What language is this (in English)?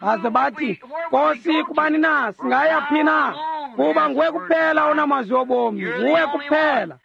Xhosa